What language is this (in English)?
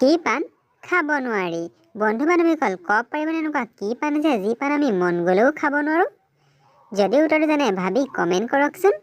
Assamese